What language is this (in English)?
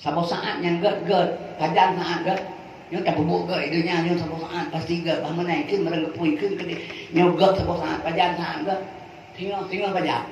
Achinese